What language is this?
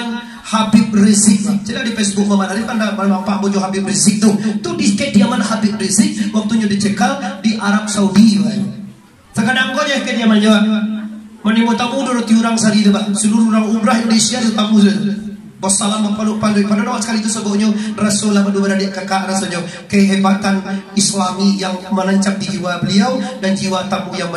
Minangkabau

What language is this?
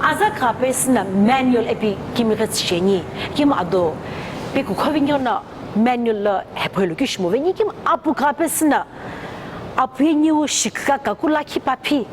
Sumi Naga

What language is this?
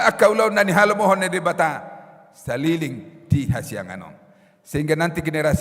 Batak Toba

